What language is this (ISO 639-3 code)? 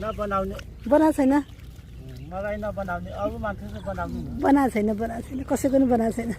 nep